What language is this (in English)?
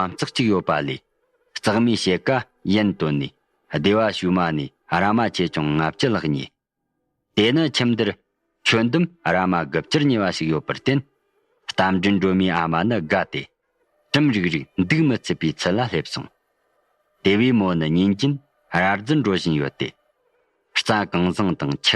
Tibetan